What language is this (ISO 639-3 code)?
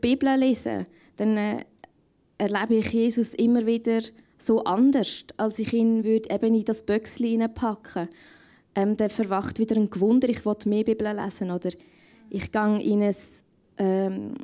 gsw